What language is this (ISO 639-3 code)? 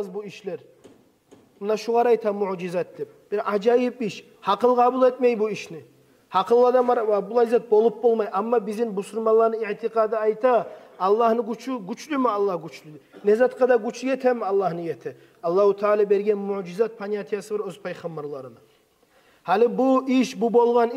kum